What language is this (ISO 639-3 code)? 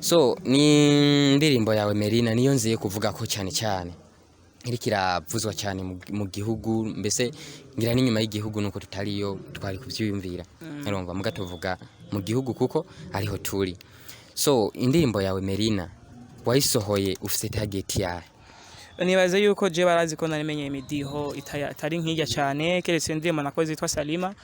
run